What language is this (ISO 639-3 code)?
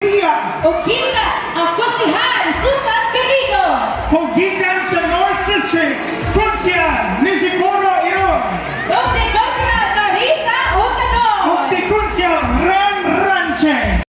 ceb